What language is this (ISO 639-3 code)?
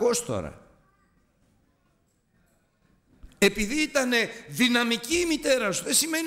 ell